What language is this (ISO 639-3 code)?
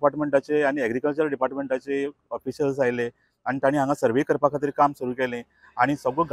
kok